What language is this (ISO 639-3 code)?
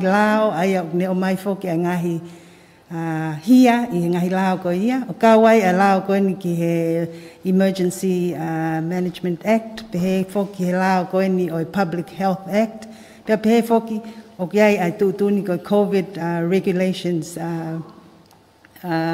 ton